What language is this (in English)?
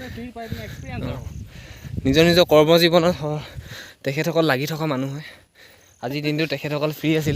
Assamese